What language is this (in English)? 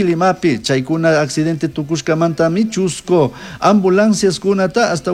Chimborazo Highland Quichua